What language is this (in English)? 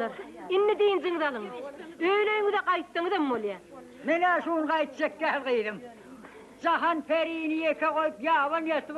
Turkmen